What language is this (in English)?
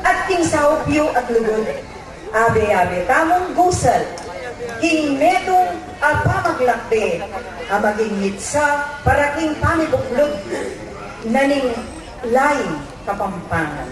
Pampanga